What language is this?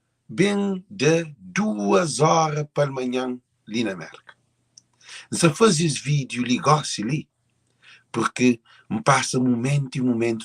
Kabuverdianu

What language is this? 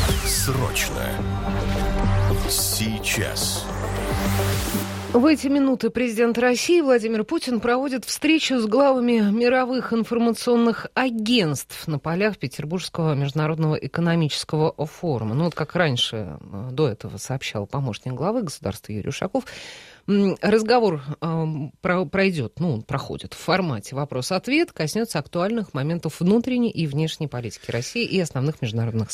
Russian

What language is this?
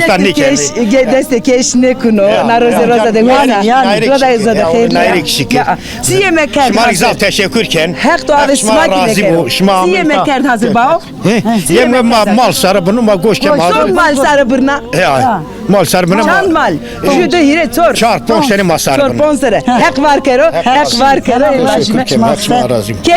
Zaza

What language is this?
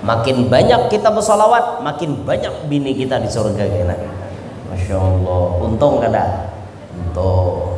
Banjar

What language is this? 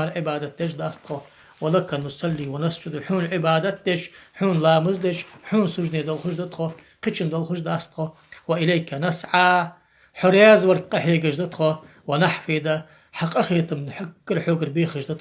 Ingush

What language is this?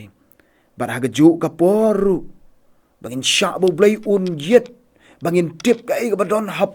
Khasi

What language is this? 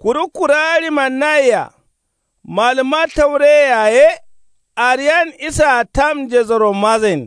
Kanuri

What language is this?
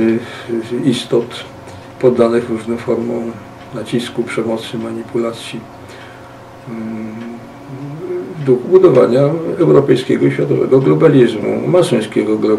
Polish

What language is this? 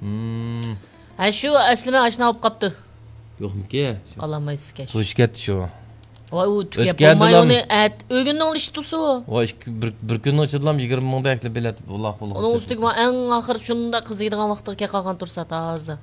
Uyghur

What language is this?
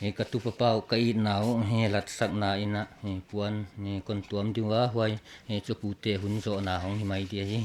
Paite Chin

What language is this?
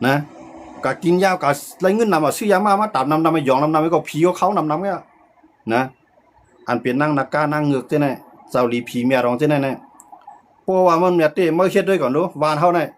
Shan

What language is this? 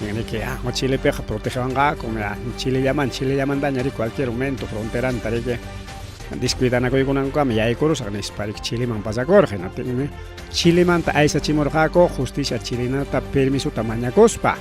Ayacucho Quechua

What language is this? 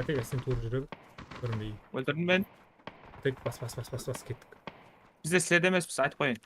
Kara-Kalpak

